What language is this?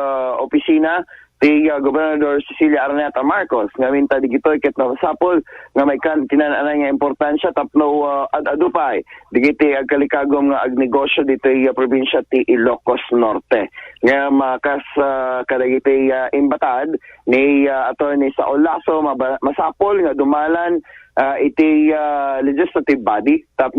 Iloko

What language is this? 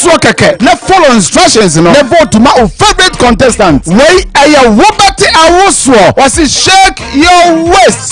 Akan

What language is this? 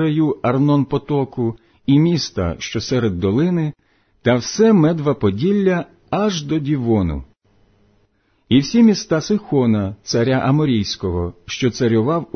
Ukrainian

